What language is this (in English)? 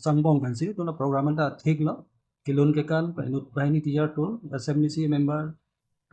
Karbi